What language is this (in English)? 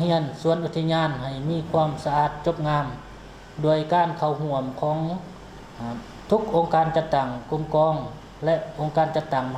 Lao